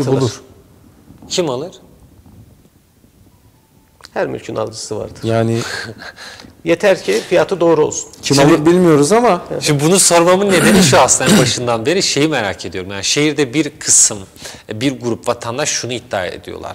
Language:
Turkish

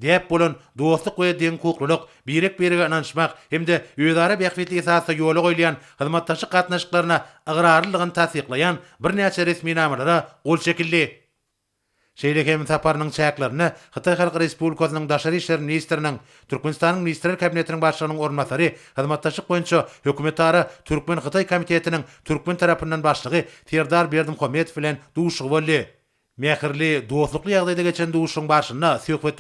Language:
Turkmen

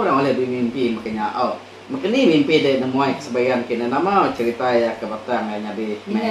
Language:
Iban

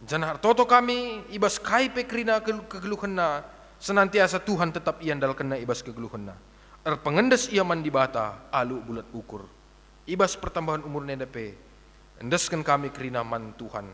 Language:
Batak Karo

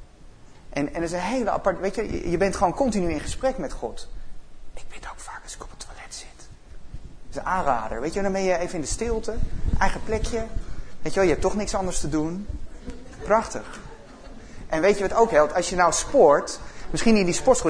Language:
Dutch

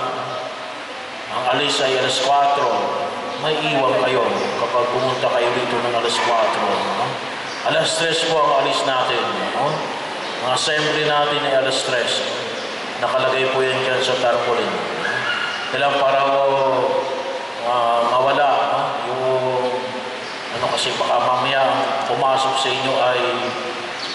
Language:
Filipino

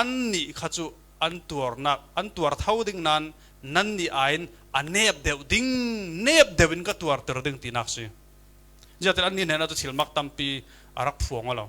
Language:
Falam Chin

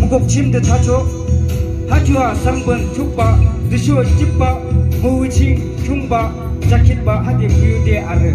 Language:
Yimchungru Naga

